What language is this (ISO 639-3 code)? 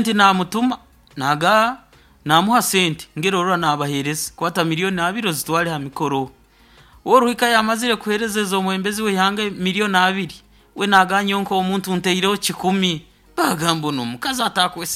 nyo